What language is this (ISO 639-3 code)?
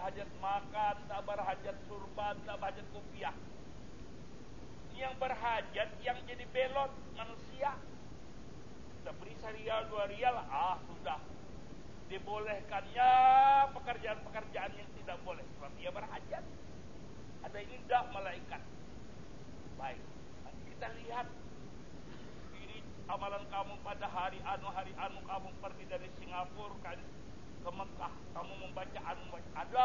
ind